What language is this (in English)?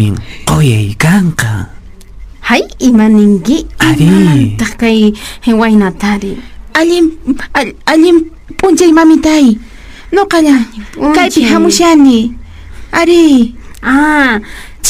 Quechua